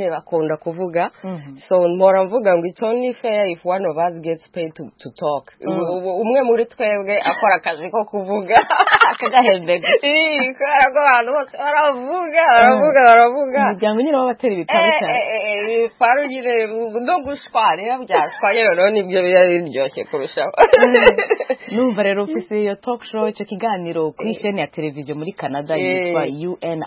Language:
Kinyarwanda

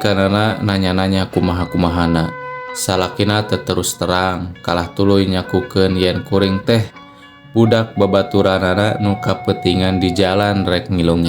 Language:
Sundanese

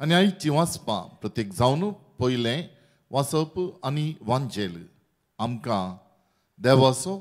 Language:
Konkani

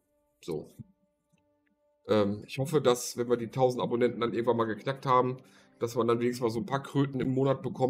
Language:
German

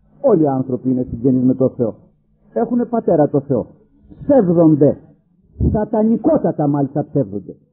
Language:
Greek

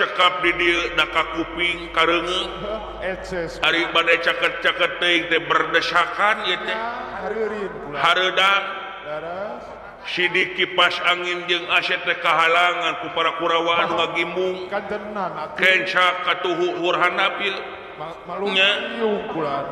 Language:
Sundanese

